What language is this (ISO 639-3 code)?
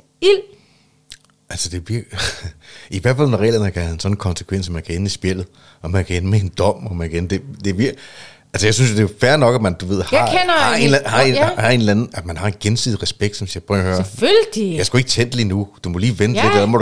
dan